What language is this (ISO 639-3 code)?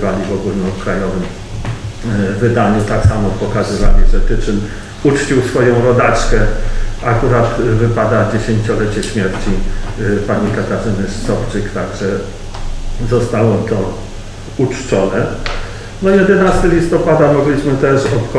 pol